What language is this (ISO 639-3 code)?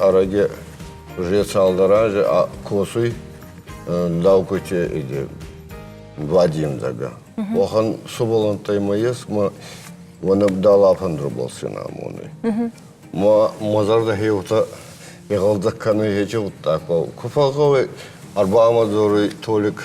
oss